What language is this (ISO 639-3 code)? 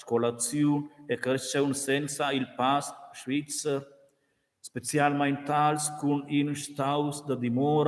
roh